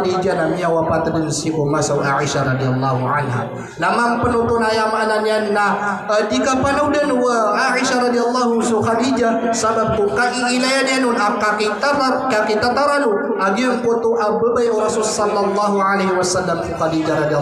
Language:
Maranao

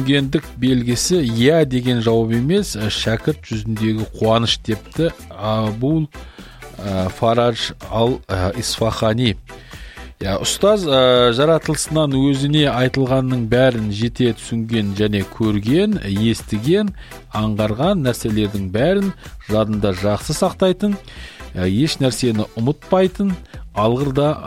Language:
Kazakh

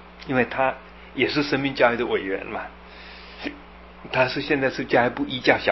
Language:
Chinese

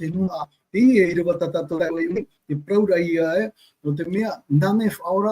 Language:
Tahitian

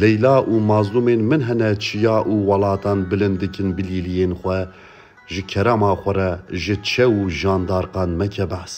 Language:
Kurdish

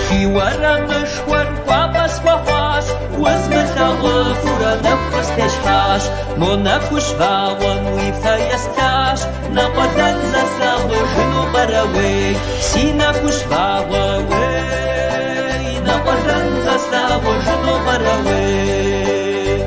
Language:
Kabardian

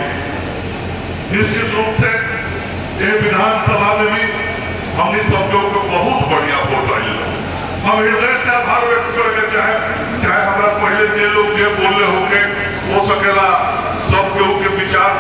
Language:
Bhojpuri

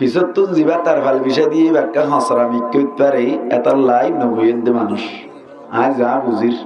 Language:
Rohingya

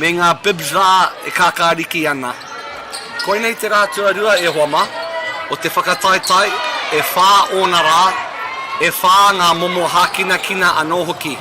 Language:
Māori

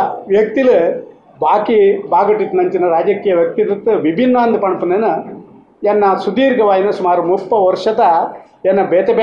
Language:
Tulu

